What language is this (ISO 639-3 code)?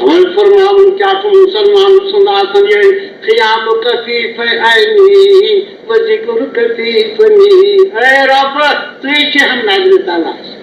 kas